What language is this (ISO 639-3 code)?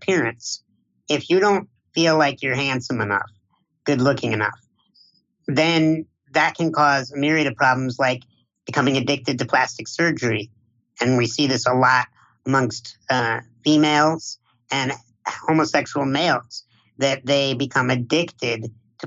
eng